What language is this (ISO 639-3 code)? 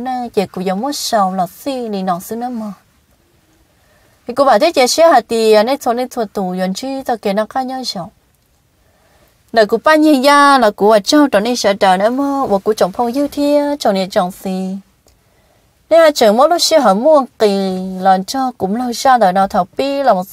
vie